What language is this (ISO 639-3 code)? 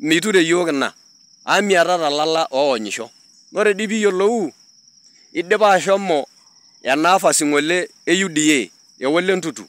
mas